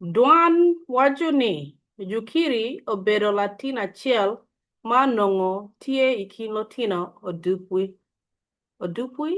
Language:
Acoli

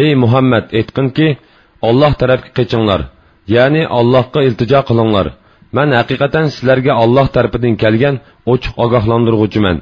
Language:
Uyghur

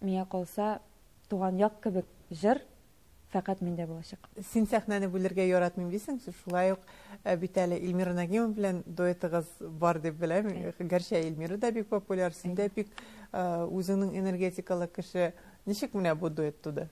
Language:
Tatar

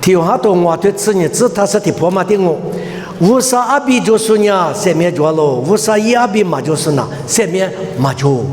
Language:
Lisu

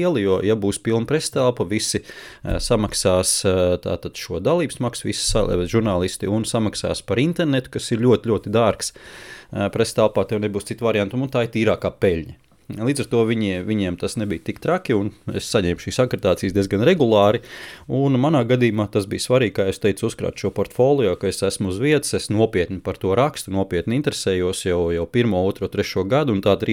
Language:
Latvian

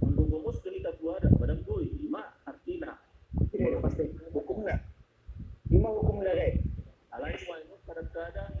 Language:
Batak Toba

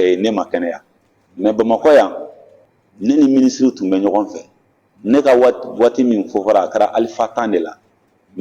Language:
Bambara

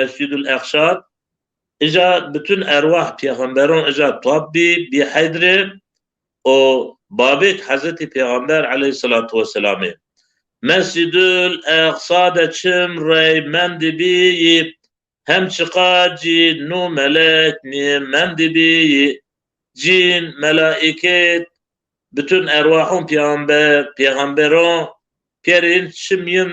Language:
Zaza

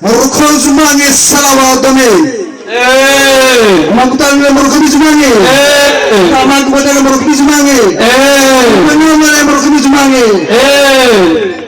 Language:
Nias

